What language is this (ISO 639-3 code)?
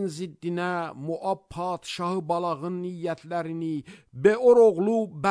aze